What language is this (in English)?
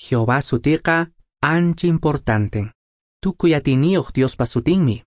Quechua